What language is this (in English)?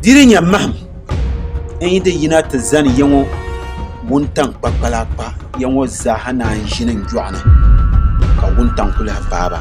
Dagbani